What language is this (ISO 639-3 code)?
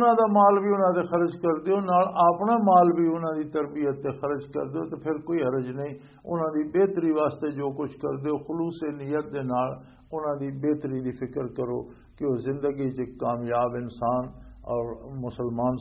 lah